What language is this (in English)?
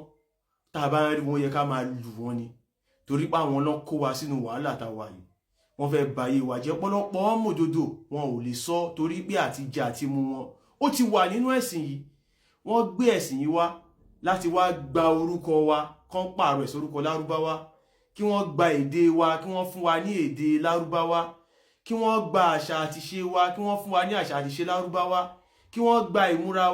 Yoruba